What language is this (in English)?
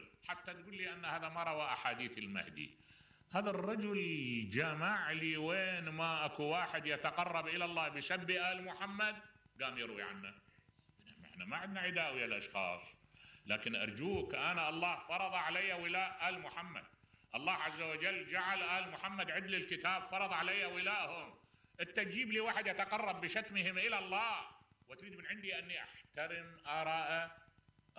Mesopotamian Arabic